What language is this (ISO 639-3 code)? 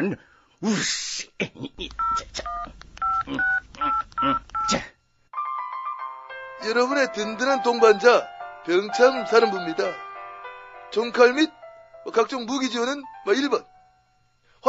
kor